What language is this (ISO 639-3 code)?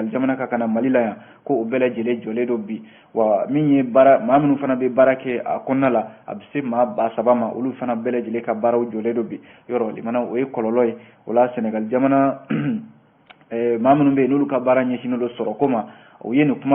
bam